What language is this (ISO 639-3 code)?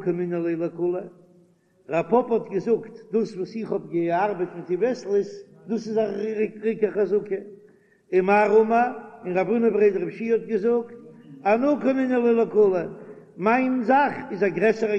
yid